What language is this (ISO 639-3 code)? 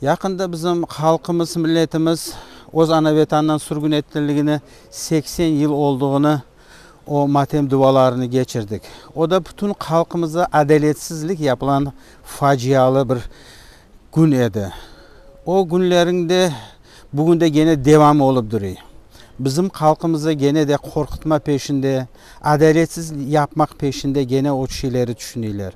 crh